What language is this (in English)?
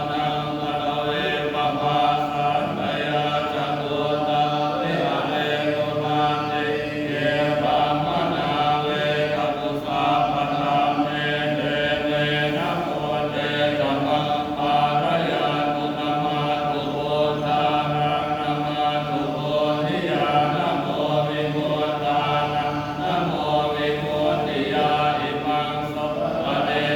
Pali